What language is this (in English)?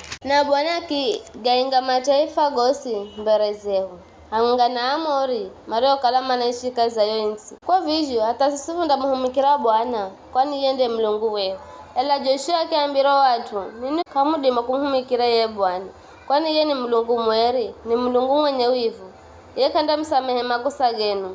Giryama